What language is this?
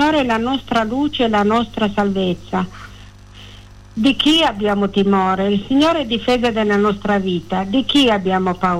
Italian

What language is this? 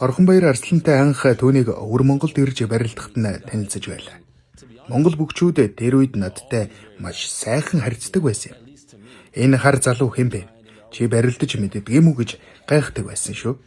Mongolian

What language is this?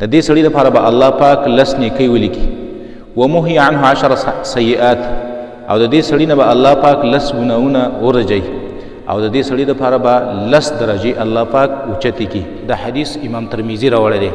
Pashto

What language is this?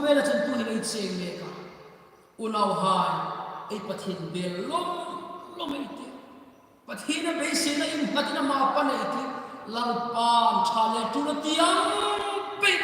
Hmar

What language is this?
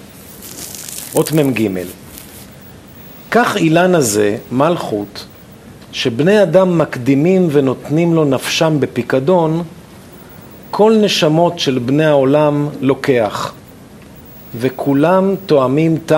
Hebrew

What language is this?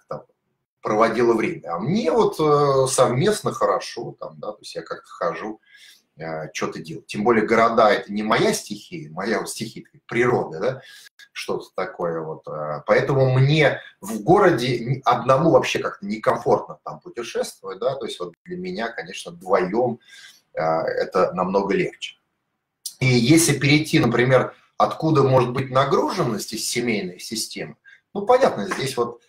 Russian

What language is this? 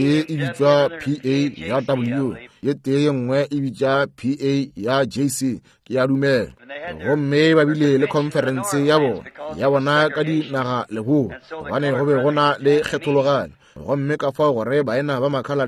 Northern Sotho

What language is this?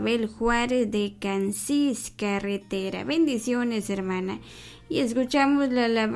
Kekchí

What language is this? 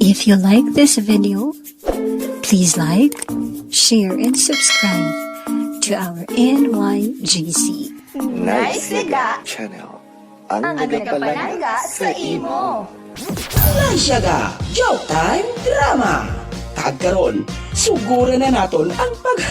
Hiligaynon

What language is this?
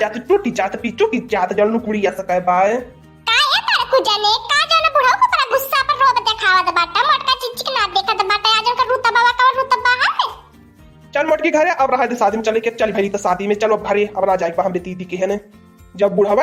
Awadhi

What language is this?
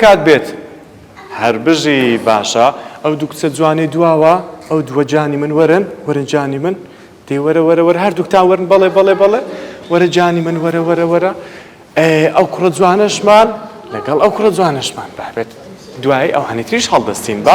Central Kurdish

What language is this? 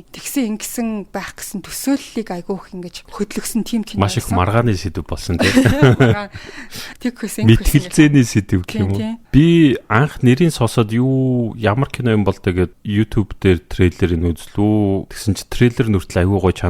Mongolian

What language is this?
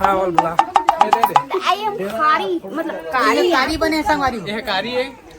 Chhattisgarhi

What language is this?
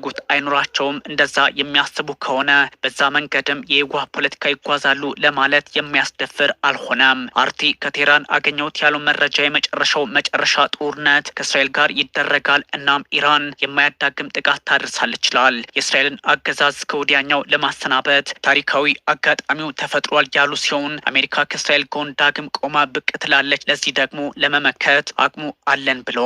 Amharic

